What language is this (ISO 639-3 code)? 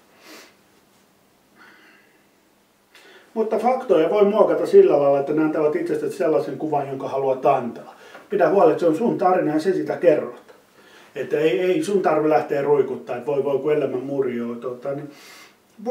fin